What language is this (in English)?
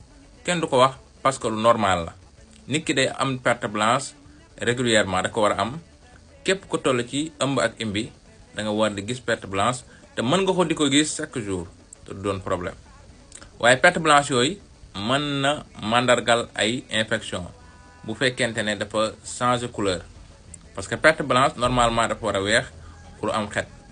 Wolof